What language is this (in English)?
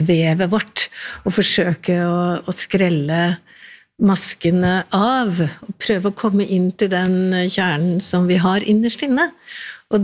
Norwegian